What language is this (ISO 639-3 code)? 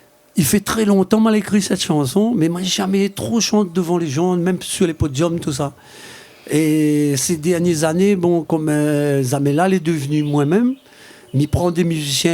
rcf